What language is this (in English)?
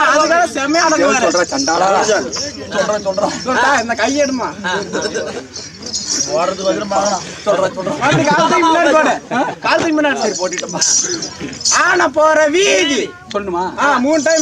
Tamil